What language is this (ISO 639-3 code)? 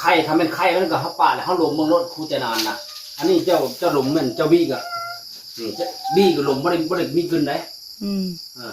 tts